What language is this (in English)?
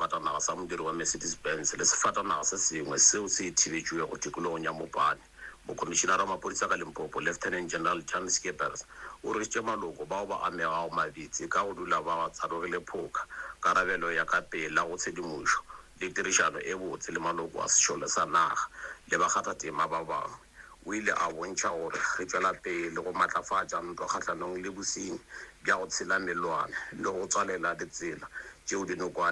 Northern Sotho